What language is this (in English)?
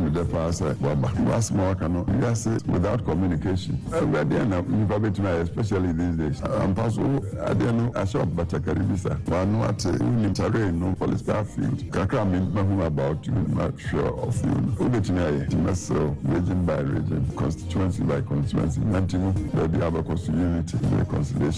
Akan